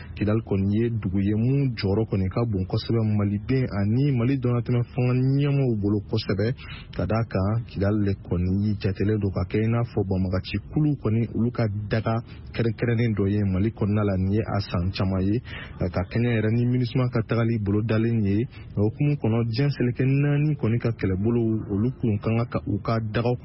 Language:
Bambara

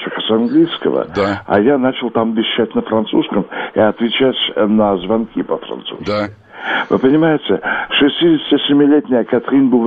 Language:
Russian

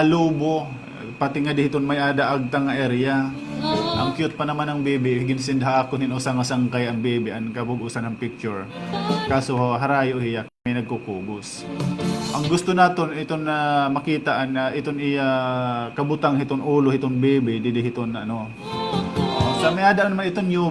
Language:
Waray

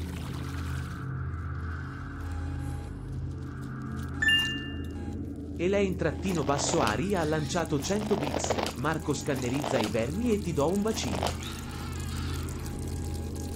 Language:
Italian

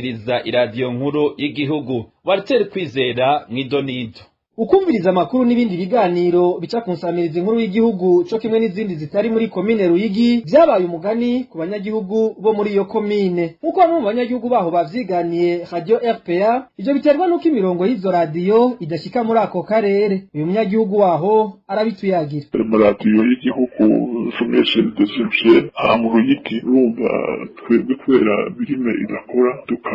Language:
Rundi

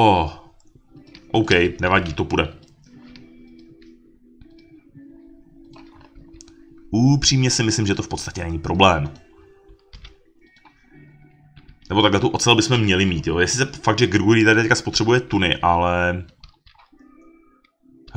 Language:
Czech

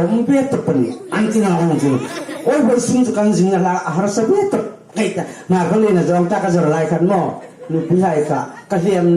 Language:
Hmar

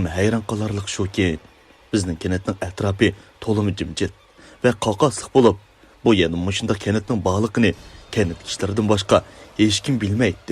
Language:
Uyghur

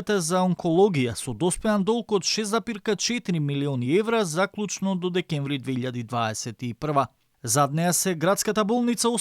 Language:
Macedonian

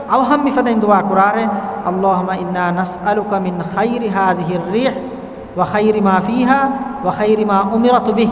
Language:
Divehi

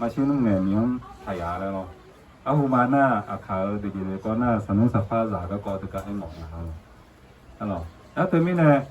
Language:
Akha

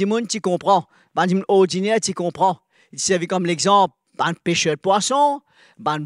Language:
Morisyen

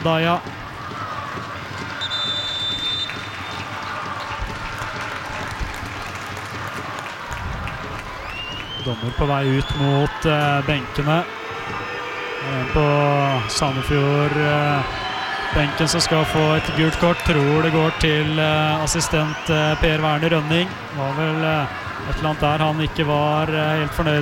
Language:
Norwegian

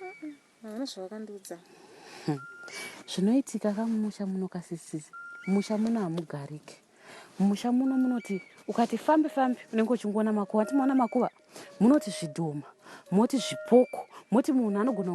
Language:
Shona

